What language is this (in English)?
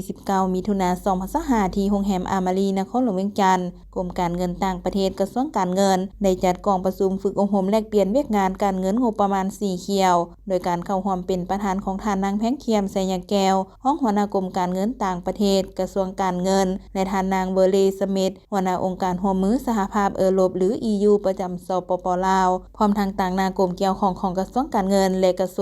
Lao